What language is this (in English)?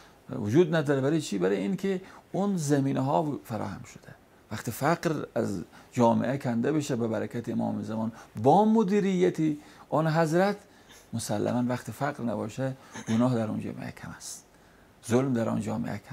Persian